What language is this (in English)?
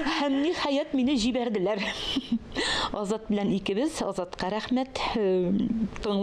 Tatar